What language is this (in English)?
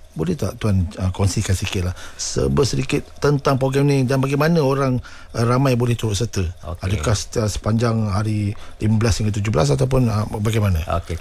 Malay